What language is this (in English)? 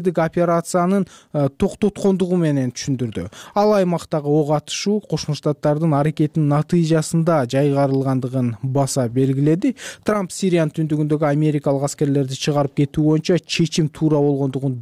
Kyrgyz